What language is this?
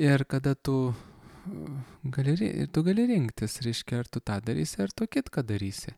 Lithuanian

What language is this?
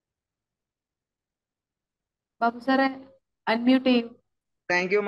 Malayalam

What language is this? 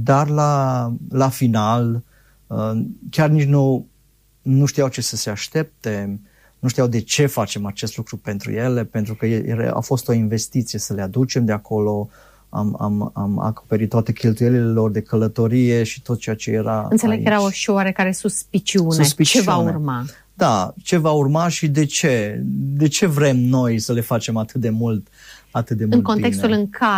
Romanian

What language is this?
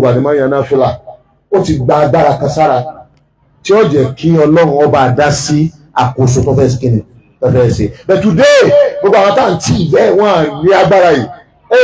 Yoruba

